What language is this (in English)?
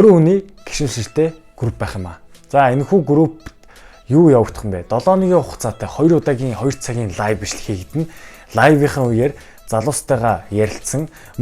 Mongolian